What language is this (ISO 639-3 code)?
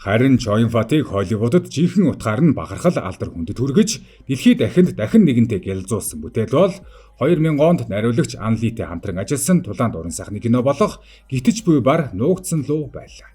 mon